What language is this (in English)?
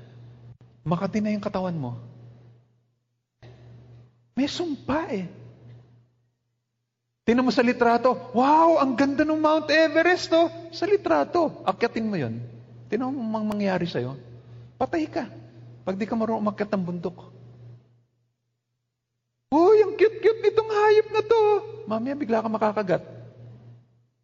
Filipino